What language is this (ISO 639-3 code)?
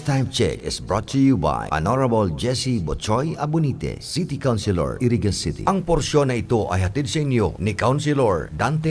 bik